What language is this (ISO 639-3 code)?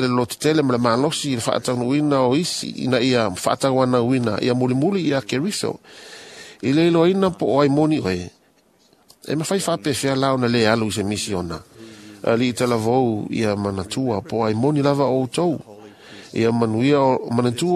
smo